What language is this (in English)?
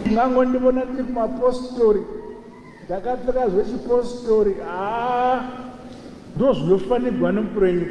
Shona